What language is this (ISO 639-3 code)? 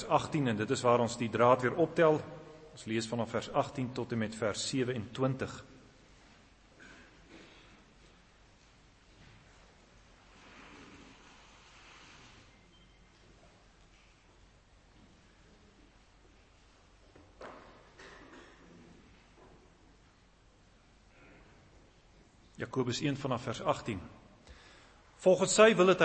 afr